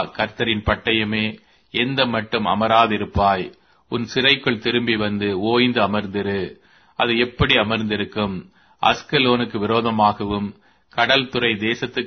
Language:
Tamil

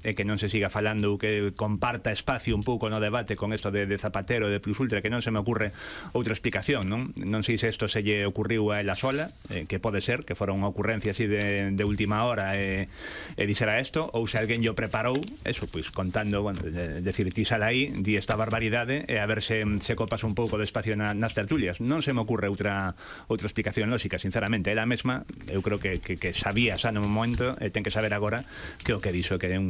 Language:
Galician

